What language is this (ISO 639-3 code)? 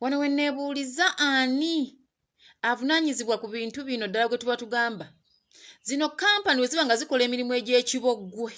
lug